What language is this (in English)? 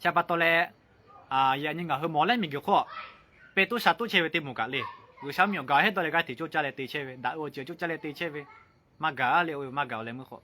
Lahu